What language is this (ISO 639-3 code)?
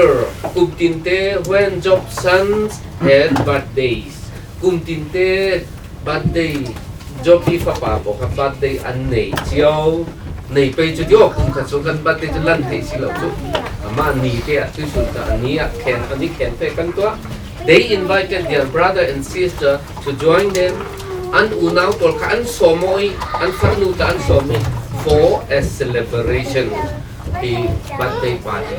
cfm